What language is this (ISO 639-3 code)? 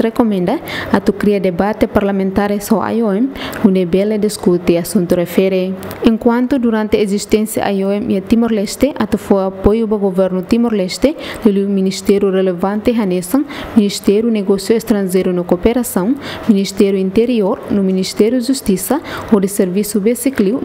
tet